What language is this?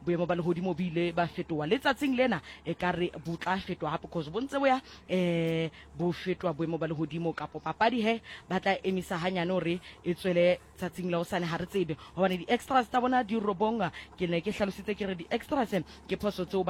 Southern Sotho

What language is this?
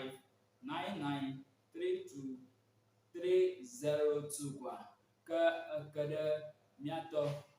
Ewe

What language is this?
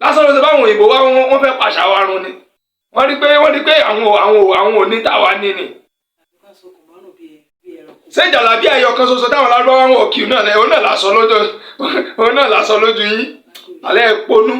Yoruba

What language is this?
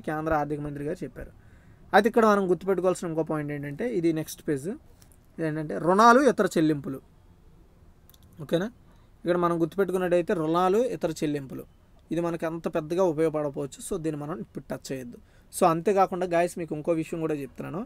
Telugu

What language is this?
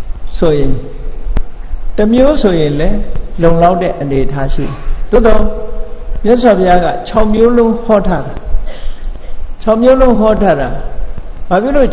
Burmese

